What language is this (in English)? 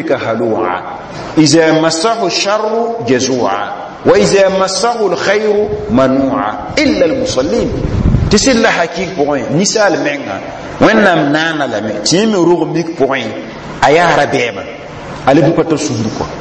Mossi